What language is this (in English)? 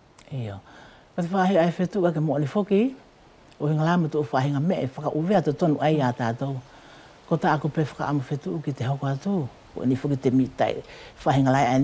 Wallisian